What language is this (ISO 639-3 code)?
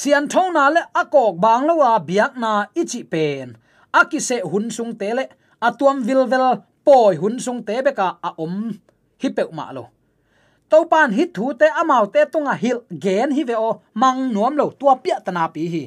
ctd